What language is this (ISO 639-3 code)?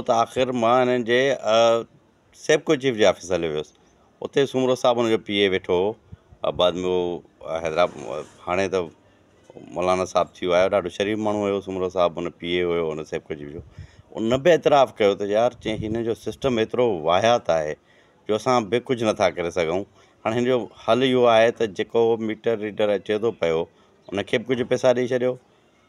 snd